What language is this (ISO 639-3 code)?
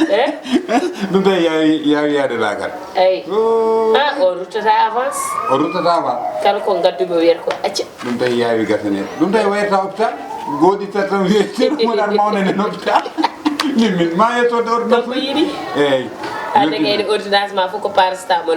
ful